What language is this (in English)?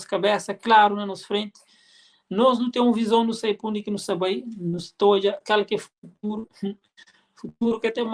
Kabuverdianu